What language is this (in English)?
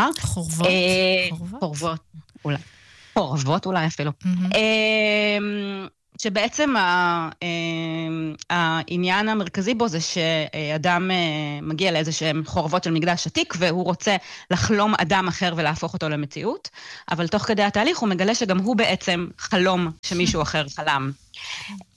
Hebrew